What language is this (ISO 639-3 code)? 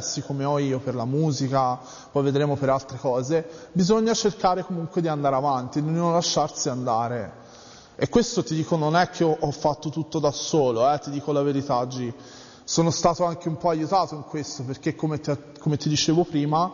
ita